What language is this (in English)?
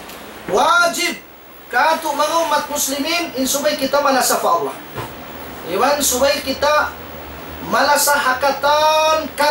Tausug